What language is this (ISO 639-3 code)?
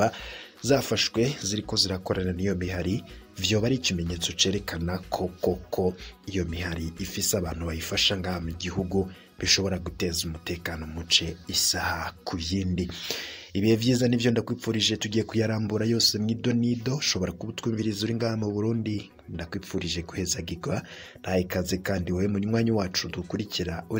run